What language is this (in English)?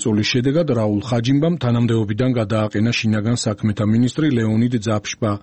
Georgian